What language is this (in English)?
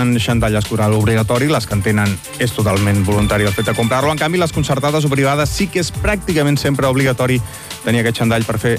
Catalan